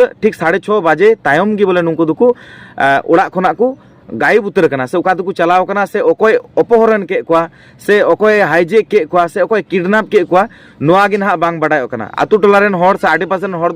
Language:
Santali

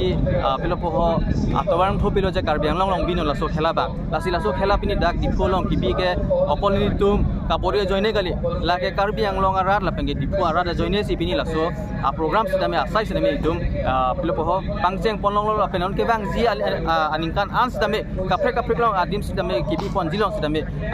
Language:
Karbi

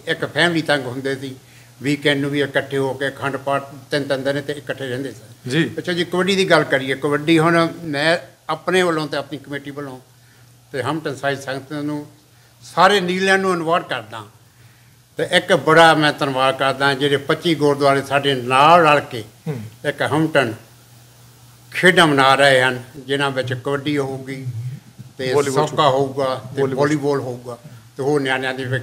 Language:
Punjabi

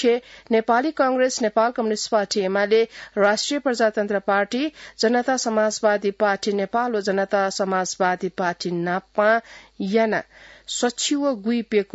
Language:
Newari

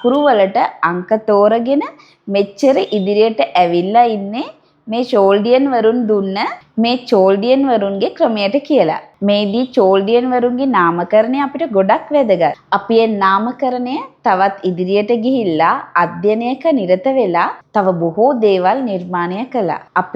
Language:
Sinhala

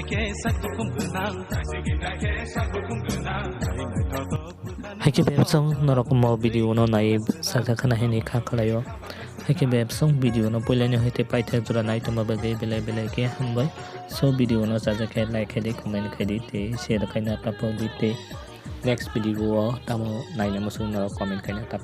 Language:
Kok Borok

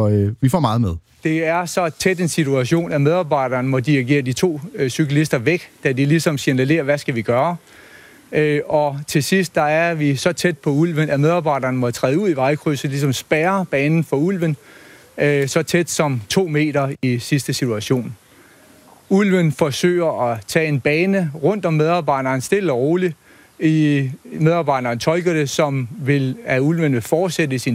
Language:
Danish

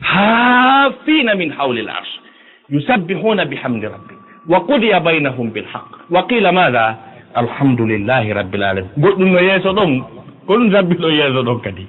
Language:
Fula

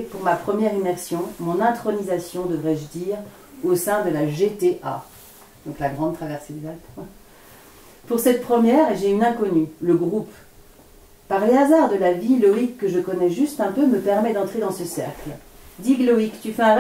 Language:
French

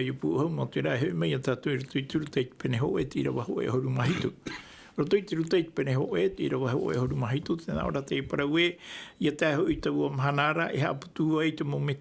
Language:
Tahitian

